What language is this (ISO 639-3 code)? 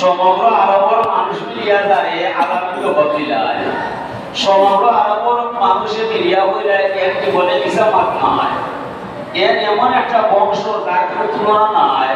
syl